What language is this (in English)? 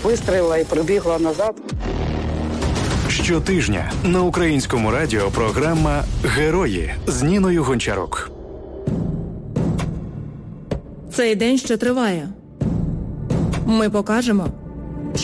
Ukrainian